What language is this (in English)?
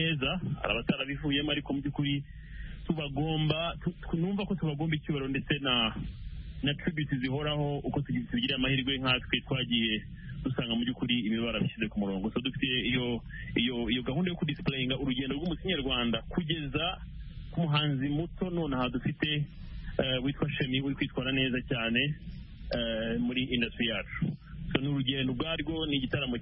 Kinyarwanda